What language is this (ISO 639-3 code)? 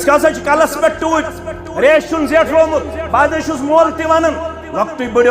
kas